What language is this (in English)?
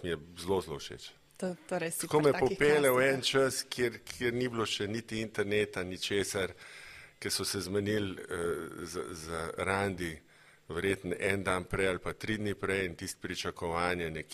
Slovenian